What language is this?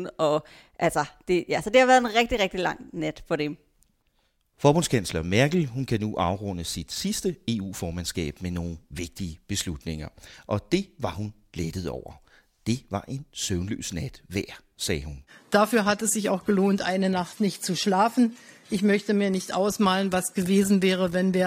Danish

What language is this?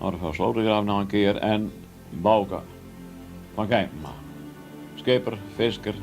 Western Frisian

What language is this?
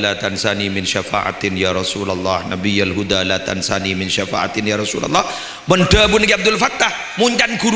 Madurese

